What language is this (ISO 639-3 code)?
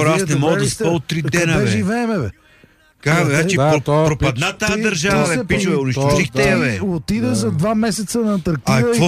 bul